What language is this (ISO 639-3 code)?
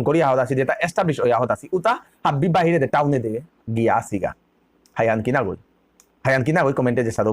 bpy